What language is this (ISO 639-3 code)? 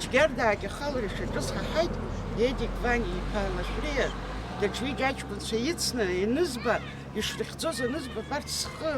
abk